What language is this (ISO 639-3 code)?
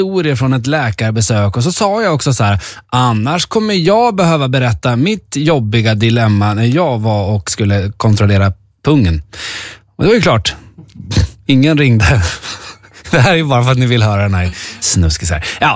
swe